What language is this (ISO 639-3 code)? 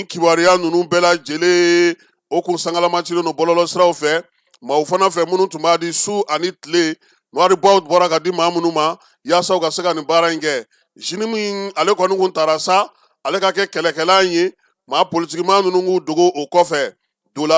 bam